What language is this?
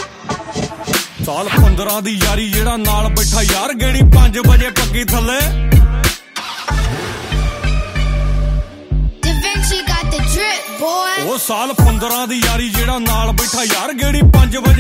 Punjabi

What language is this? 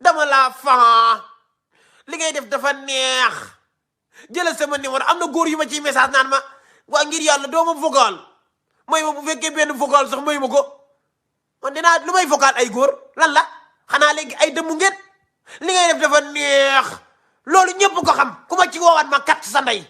Wolof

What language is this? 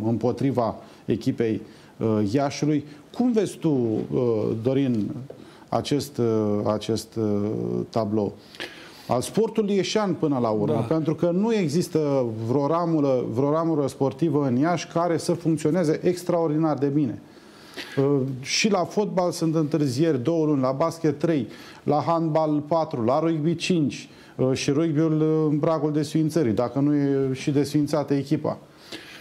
Romanian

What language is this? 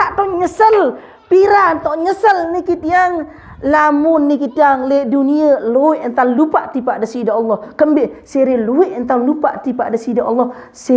Sasak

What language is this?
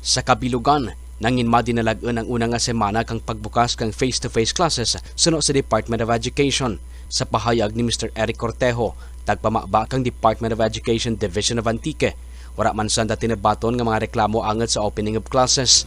Kinaray-a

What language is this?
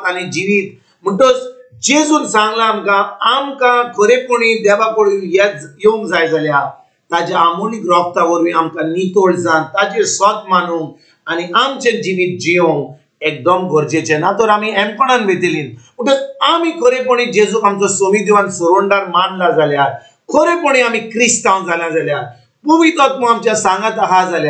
Konkani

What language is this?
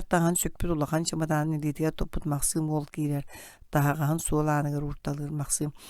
Yakut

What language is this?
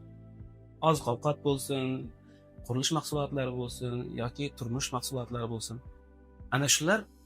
Uzbek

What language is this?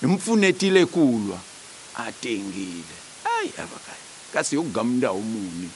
Tsonga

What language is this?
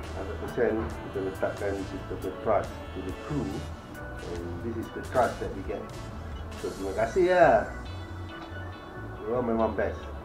Malay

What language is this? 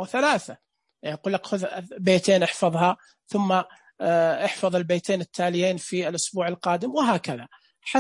Najdi Arabic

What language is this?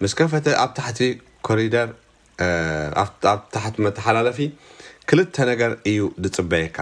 Tigrinya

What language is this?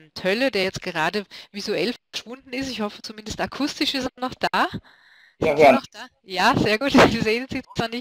German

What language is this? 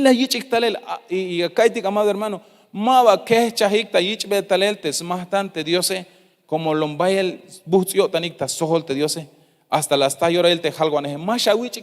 Tzeltal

